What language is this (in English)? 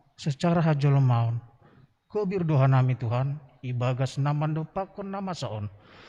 Batak Simalungun